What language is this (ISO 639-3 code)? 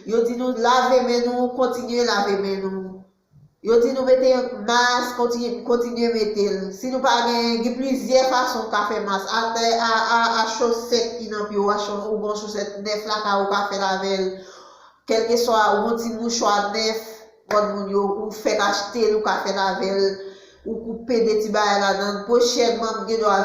hat